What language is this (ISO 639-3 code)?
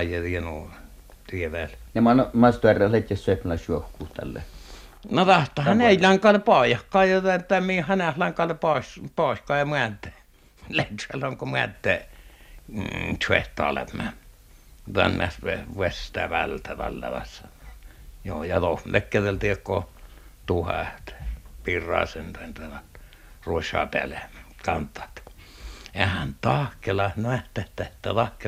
fin